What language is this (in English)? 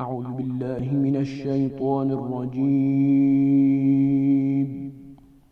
French